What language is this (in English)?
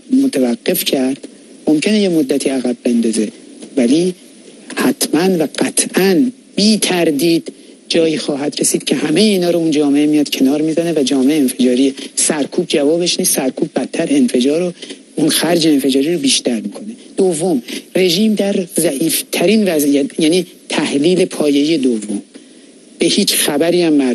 Persian